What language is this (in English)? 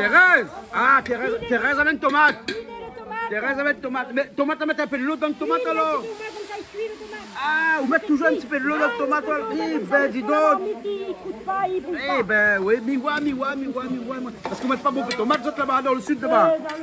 Réunion Creole French